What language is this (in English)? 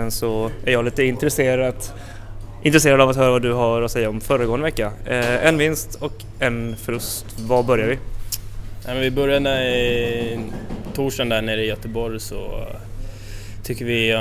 Swedish